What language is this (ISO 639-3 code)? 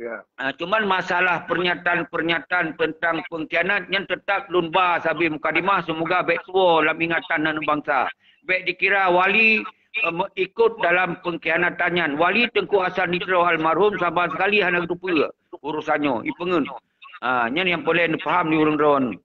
ace